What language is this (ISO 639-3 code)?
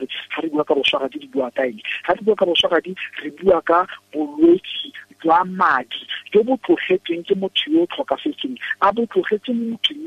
tsn